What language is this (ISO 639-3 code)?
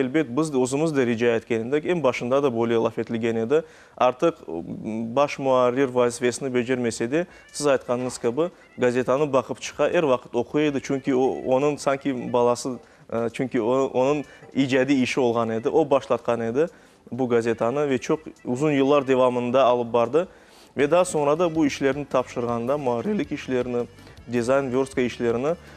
crh